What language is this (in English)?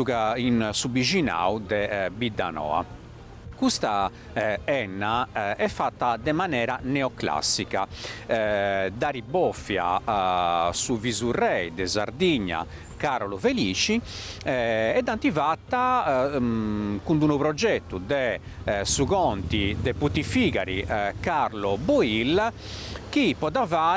Sardinian